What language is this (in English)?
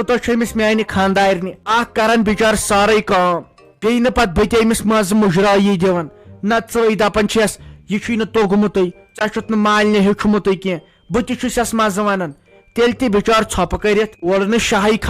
Kashmiri